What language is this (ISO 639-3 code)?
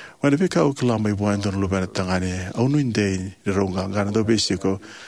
fij